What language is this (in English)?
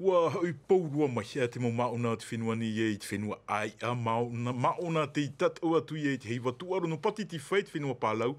Tahitian